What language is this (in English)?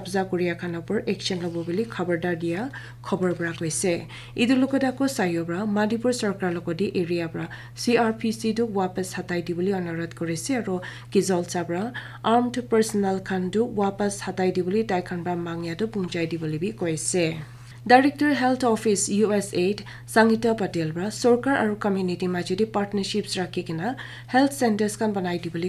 Naga Pidgin